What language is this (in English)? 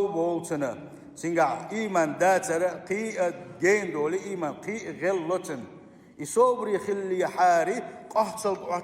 Chechen